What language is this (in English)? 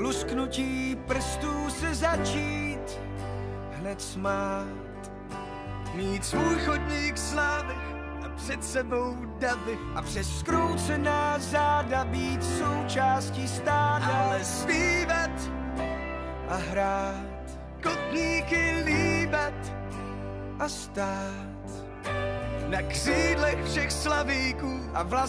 Czech